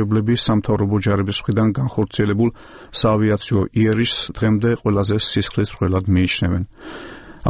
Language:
Georgian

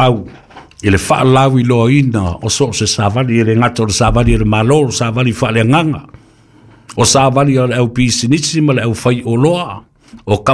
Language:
Samoan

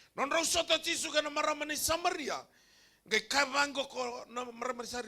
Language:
Fijian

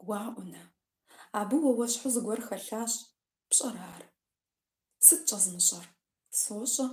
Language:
Kabardian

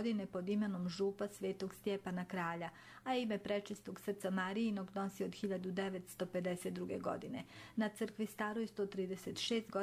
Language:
Croatian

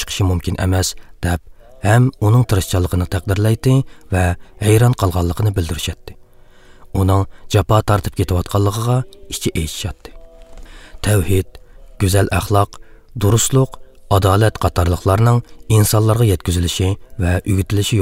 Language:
Uyghur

